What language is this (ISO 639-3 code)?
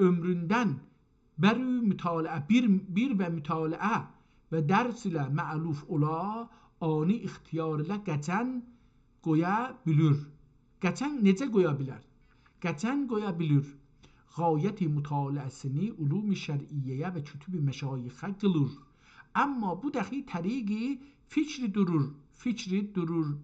azb